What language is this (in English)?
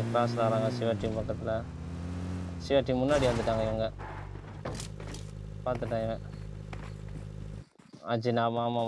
Tamil